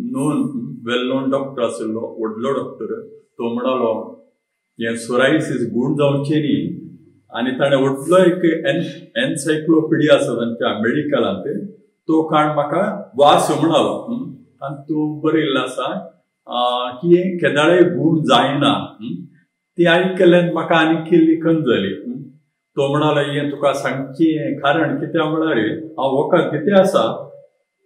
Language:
Konkani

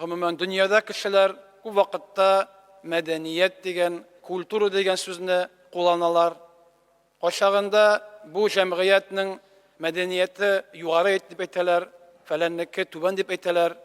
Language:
Tatar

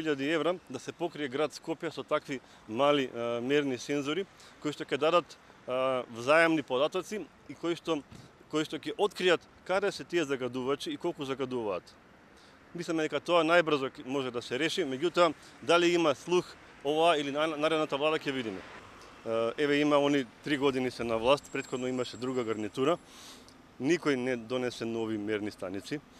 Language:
Macedonian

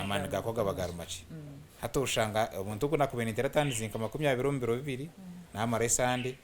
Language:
Nyankole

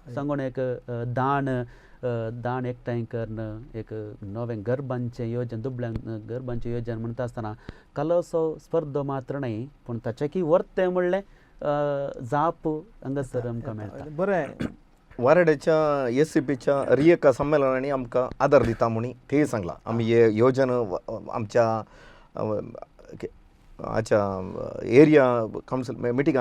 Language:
Konkani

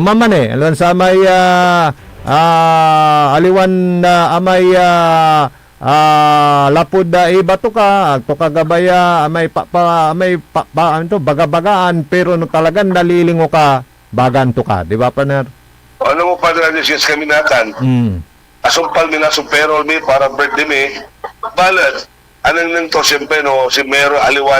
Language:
Pangasinan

